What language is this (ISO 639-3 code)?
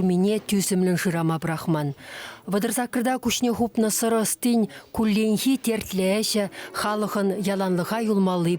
chv